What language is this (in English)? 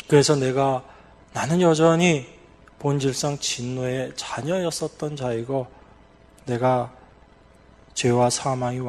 Korean